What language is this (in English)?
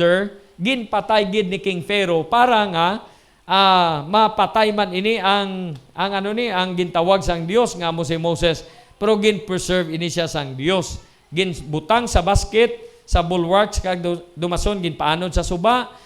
Hiligaynon